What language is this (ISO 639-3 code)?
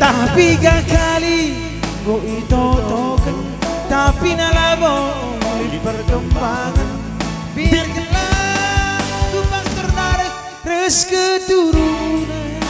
btx